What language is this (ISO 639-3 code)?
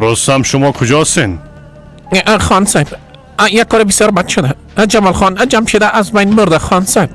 fas